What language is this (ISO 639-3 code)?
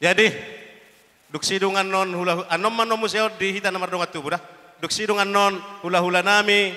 bbc